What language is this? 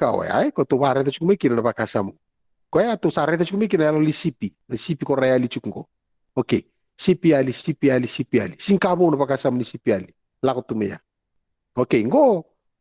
Fijian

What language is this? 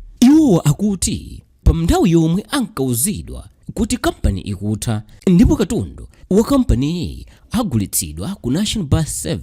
Nyanja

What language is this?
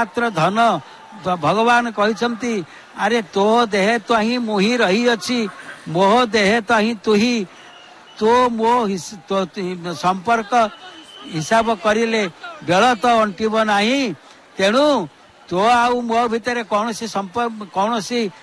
Odia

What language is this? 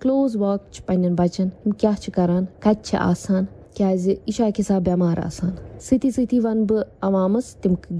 Kashmiri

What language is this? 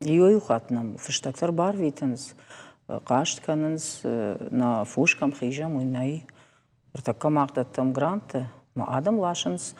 Ossetic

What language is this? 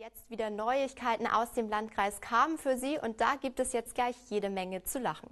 Bavarian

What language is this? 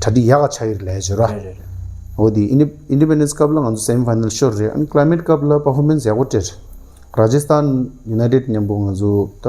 Tibetan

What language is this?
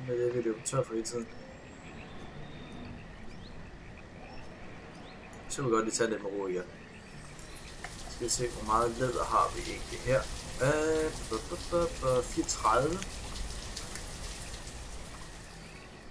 Danish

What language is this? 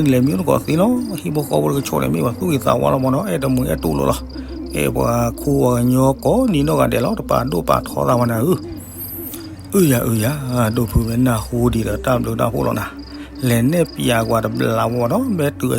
S'gaw Karen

